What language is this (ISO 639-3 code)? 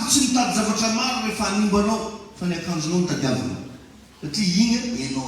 mlg